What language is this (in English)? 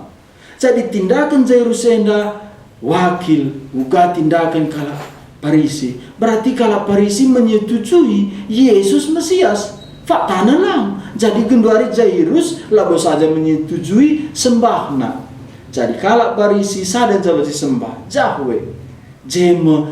Batak Karo